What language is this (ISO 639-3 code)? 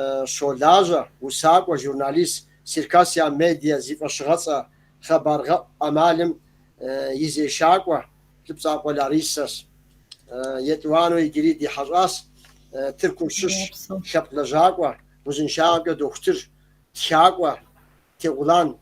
kbd